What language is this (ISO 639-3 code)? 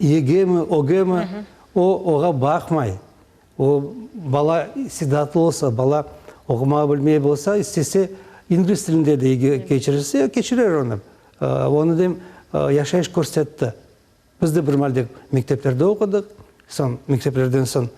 crh